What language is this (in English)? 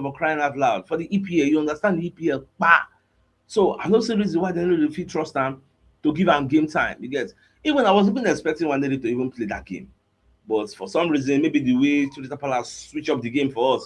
Nigerian Pidgin